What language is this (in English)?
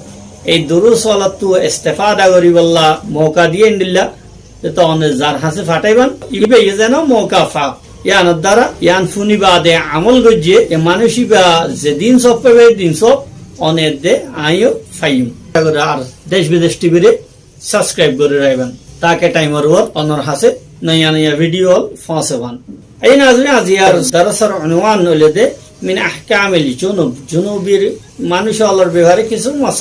Rohingya